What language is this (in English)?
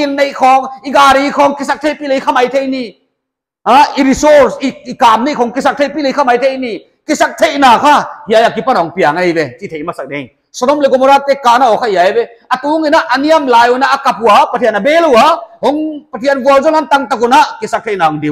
Paite Chin